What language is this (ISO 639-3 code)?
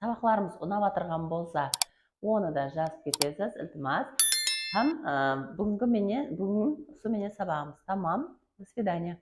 kaa